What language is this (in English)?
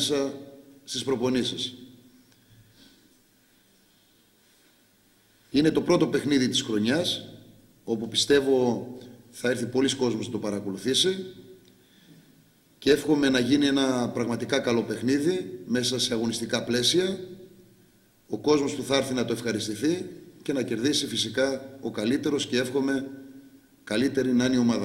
Greek